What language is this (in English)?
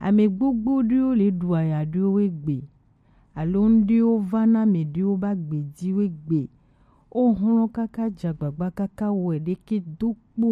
Gen